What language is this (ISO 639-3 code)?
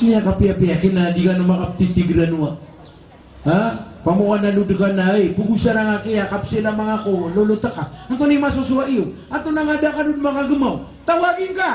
mrw